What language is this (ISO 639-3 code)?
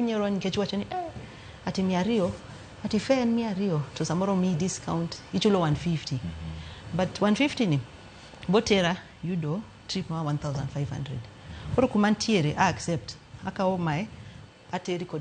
luo